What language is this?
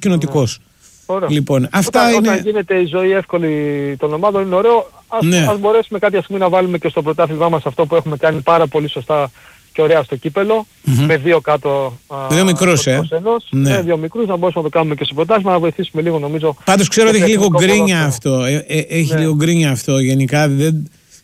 Greek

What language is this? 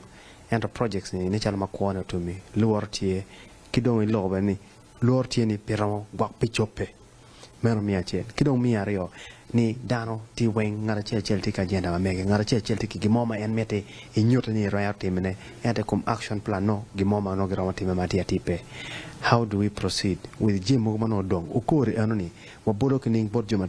Acoli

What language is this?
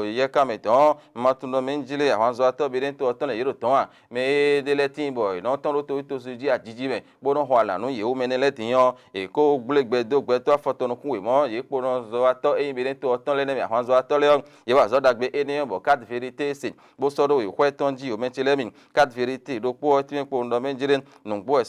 Fon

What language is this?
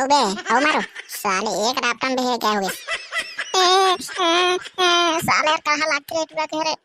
Chhattisgarhi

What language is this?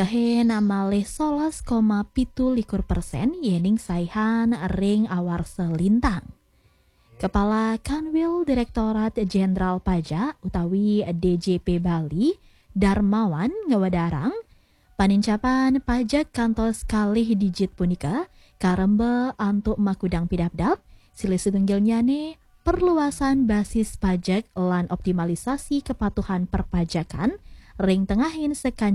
Balinese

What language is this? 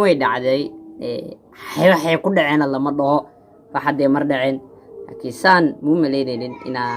Somali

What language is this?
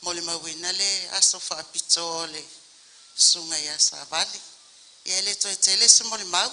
Samoan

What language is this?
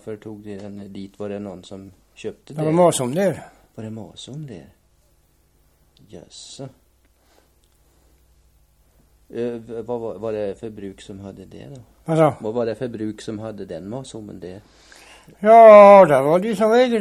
Swedish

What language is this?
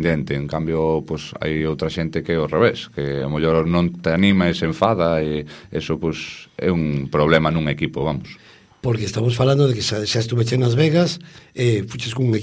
Galician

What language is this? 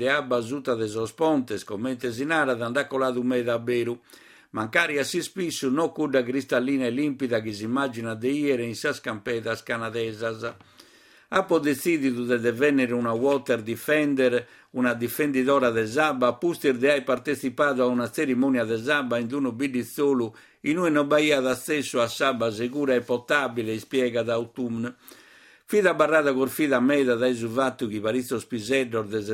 Sardinian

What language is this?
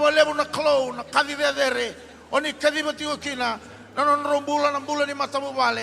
Fijian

